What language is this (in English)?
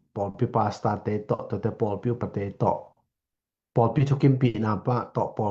Tedim Chin